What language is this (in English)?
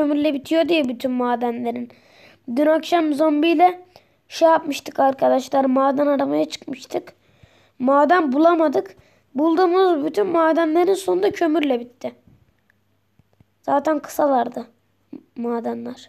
Turkish